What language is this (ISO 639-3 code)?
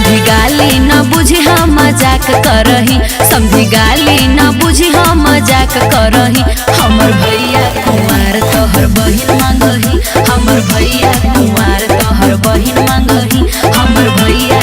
mag